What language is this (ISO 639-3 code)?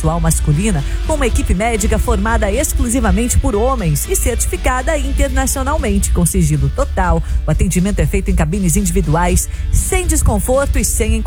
por